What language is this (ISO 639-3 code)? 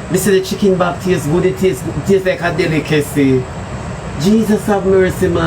jam